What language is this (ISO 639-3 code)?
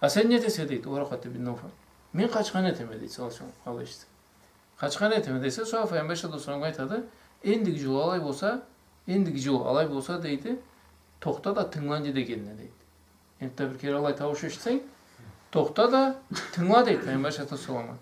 krc